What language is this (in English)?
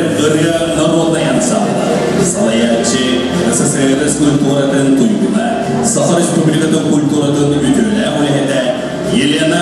Yakut